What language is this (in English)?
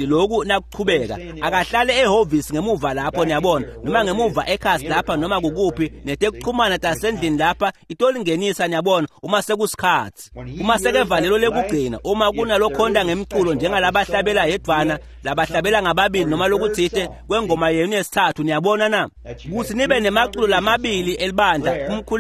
Swati